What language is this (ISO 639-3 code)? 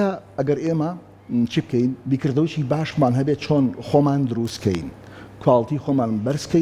ckb